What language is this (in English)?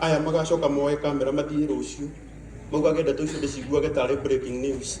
Kikuyu